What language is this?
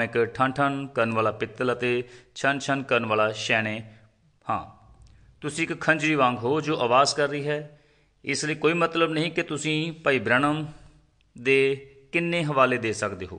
Punjabi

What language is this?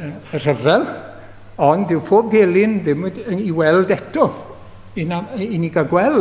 Welsh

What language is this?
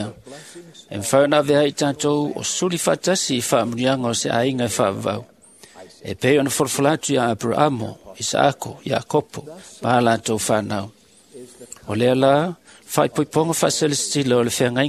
Samoan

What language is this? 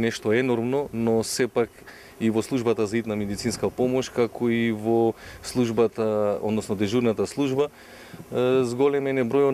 Macedonian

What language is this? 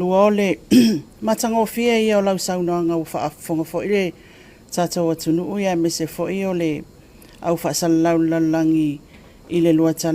Samoan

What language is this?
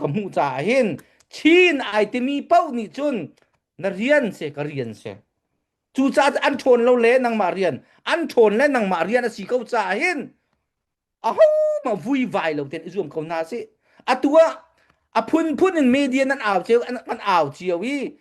Hakha Chin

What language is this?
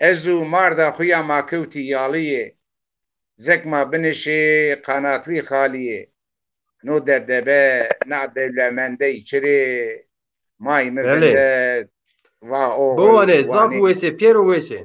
Zaza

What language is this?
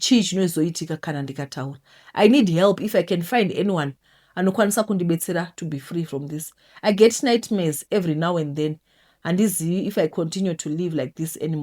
Shona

